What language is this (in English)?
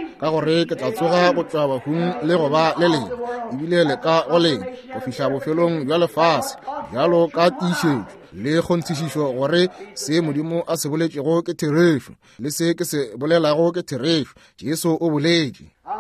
Northern Sotho